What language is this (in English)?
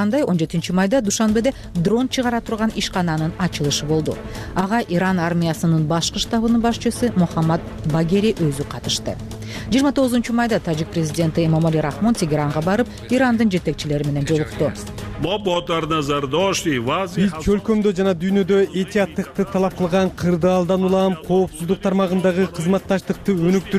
Kyrgyz